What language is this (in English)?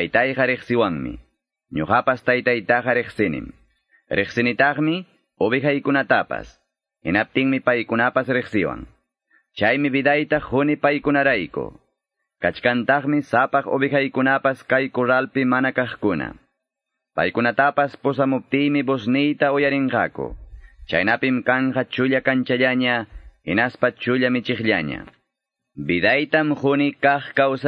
Quechua